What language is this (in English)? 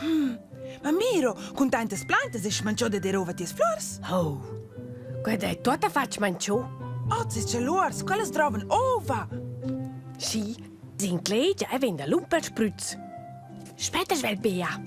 Romansh